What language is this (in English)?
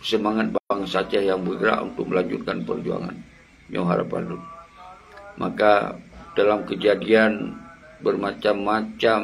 Achinese